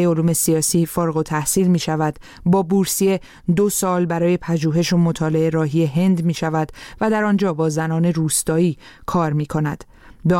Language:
Persian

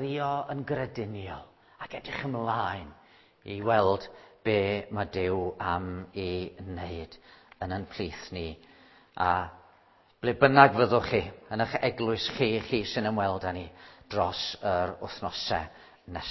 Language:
Welsh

